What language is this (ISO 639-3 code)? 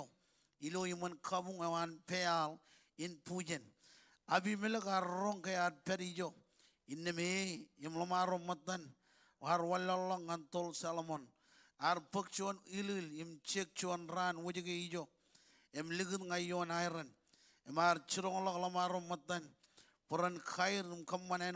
mah